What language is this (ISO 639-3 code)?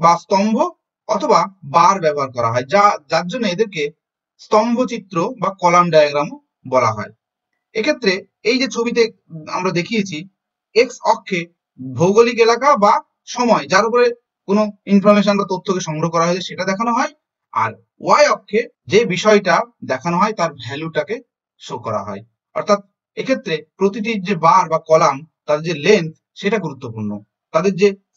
ben